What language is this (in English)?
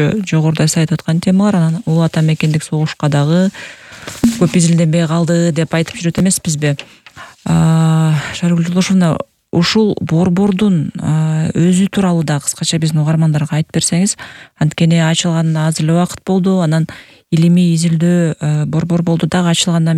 Kyrgyz